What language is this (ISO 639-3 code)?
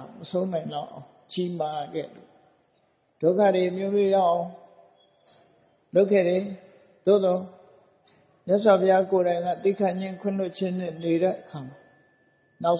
mya